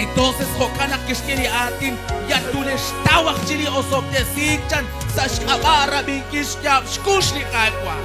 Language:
Kekchí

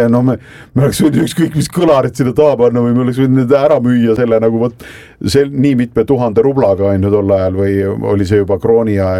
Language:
Estonian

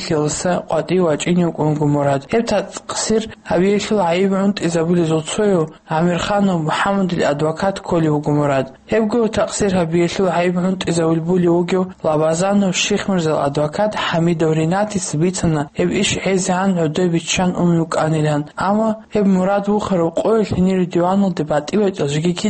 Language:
Avaric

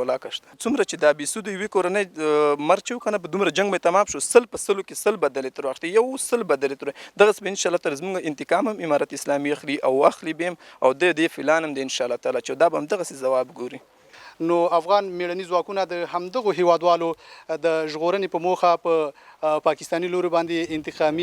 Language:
Pashto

